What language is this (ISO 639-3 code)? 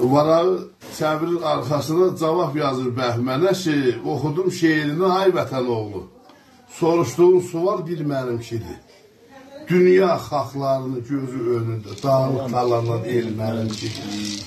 azb